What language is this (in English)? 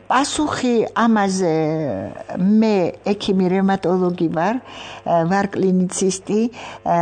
Georgian